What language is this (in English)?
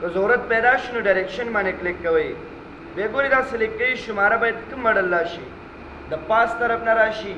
Pashto